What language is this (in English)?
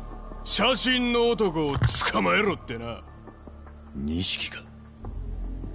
Japanese